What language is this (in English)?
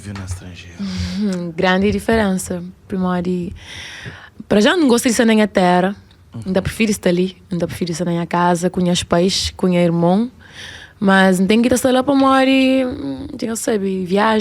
Kabuverdianu